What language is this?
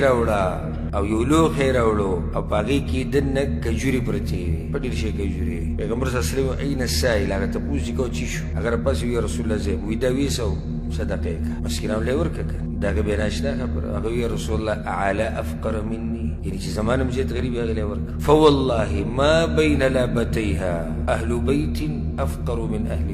Pashto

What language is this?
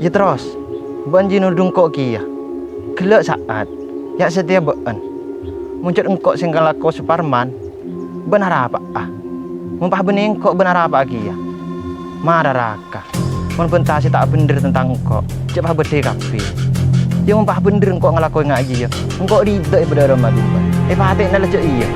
Madurese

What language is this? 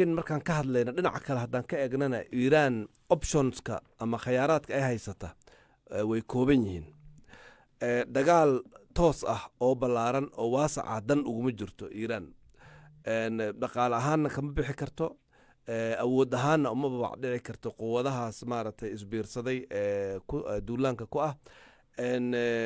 Somali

